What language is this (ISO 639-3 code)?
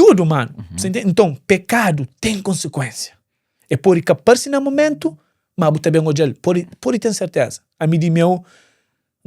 kea